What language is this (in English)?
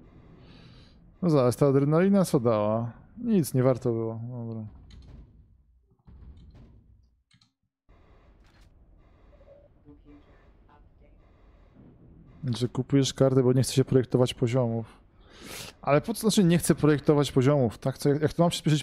Polish